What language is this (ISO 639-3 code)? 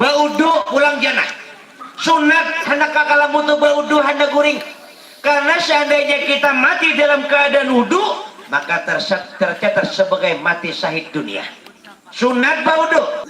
bjn